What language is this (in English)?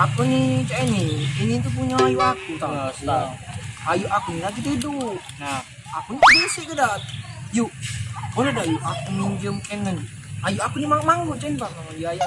Musi